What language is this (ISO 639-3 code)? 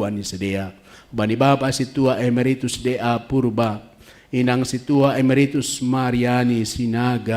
bts